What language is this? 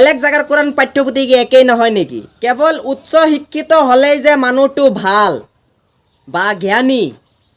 Assamese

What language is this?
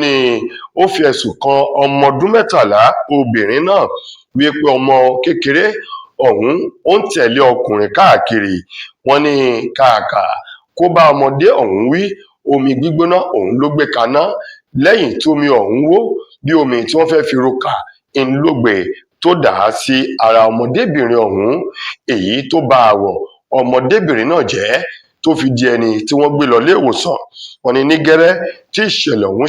Yoruba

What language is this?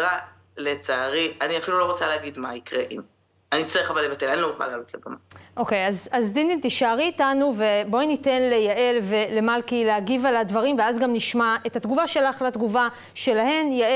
Hebrew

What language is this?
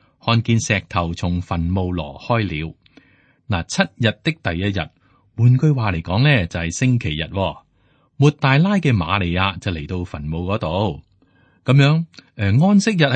Cantonese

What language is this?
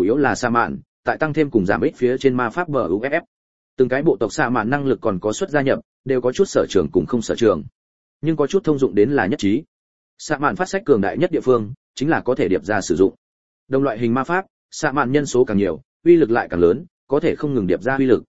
Vietnamese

